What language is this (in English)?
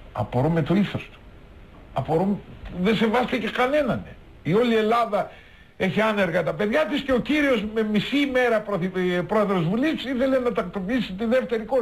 Greek